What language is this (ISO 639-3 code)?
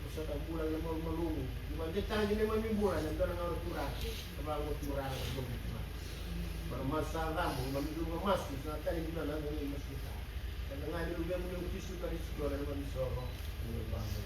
fij